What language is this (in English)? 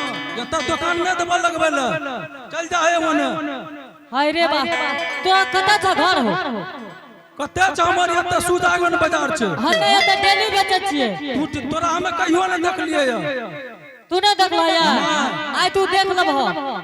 Angika